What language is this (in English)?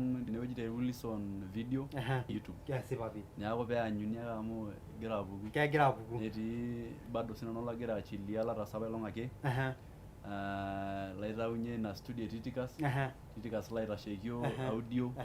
Masai